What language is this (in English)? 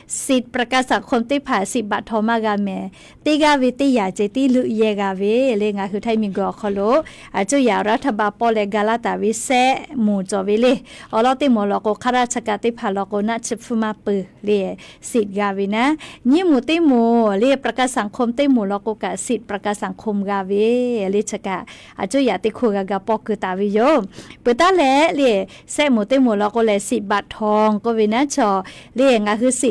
Lahu